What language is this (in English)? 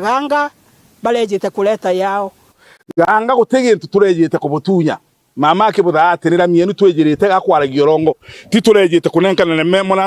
Meru